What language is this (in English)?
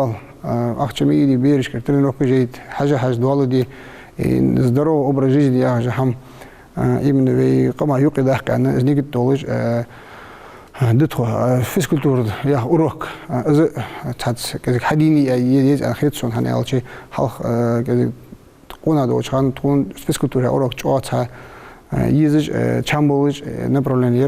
Ingush